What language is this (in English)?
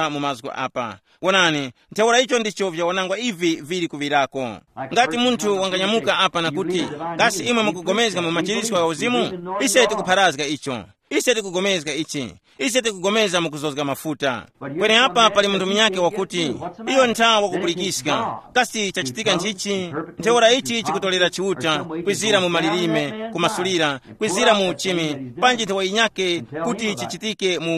Tumbuka